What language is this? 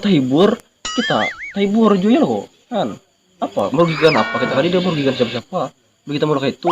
Banjar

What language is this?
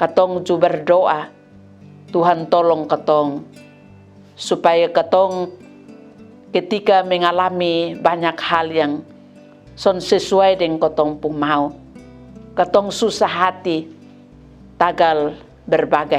Kupang Malay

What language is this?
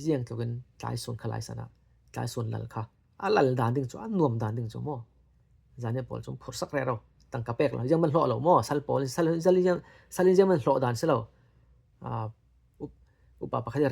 Falam Chin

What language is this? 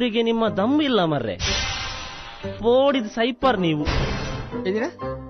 Kannada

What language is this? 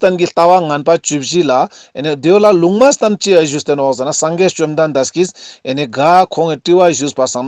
Ladakhi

